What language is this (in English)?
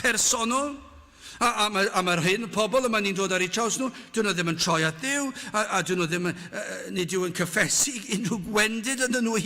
Welsh